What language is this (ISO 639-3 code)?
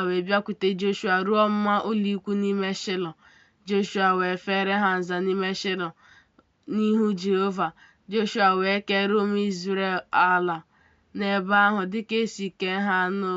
ibo